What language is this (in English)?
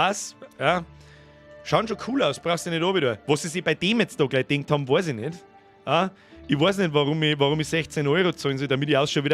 Bavarian